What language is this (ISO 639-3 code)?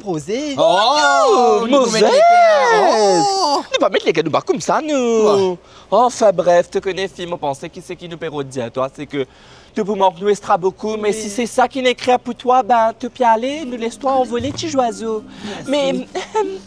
mfe